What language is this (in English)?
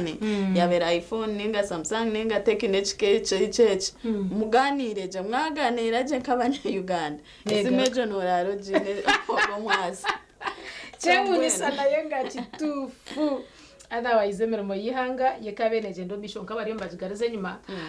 Nyankole